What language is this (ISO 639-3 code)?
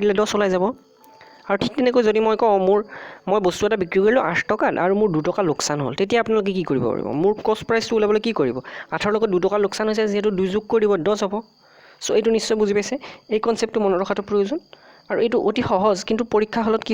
asm